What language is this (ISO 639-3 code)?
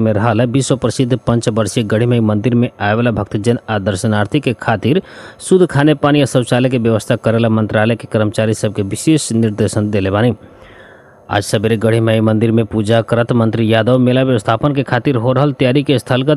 bho